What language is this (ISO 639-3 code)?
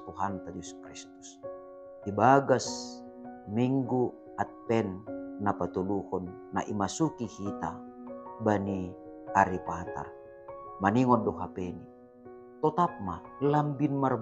bts